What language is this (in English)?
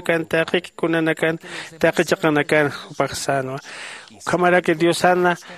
Aymara